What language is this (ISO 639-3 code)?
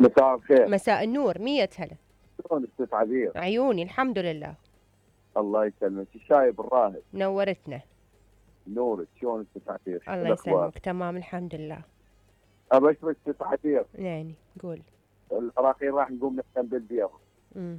acm